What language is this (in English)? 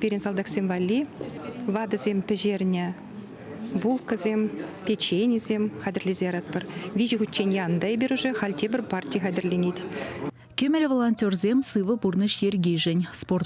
Chuvash